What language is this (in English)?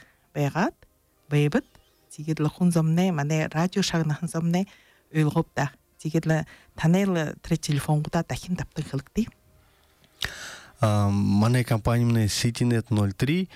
Buriat